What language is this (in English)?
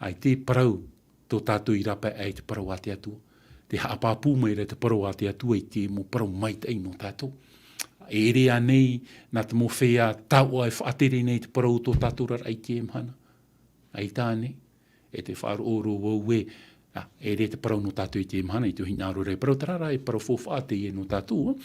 Tahitian